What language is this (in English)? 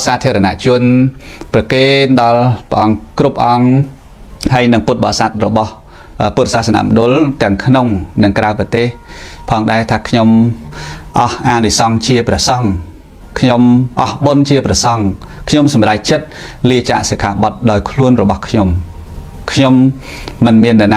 Khmer